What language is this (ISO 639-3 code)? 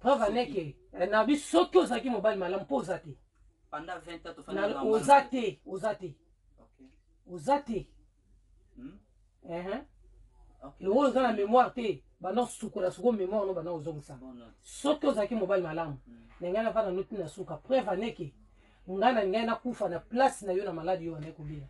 lin